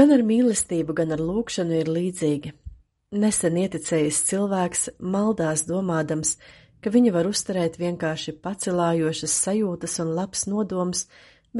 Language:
Latvian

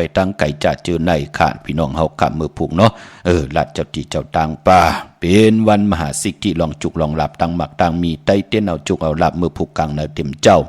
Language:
Shan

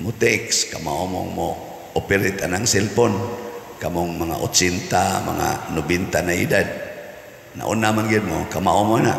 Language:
Cebuano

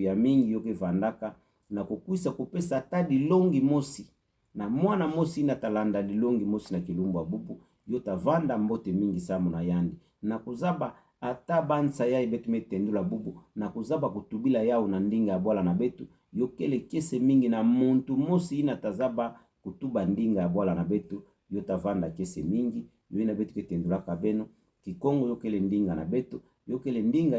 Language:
Kituba (Democratic Republic of Congo)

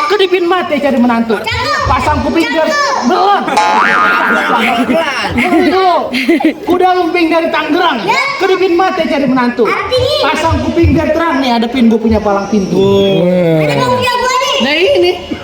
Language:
Betawi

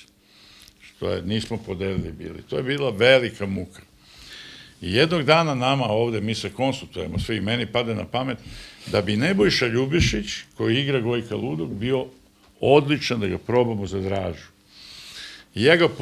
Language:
Serbian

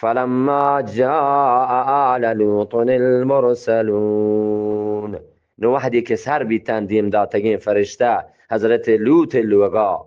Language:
Eastern Balochi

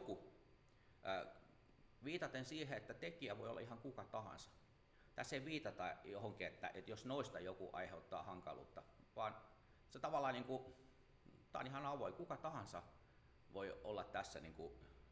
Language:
Finnish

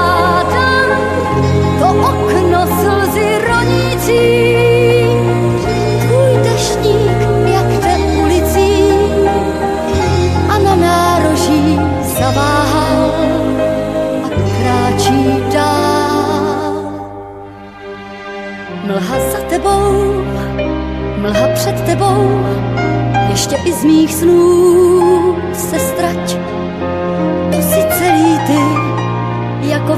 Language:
Czech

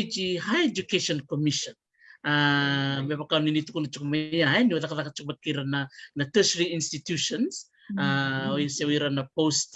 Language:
Fijian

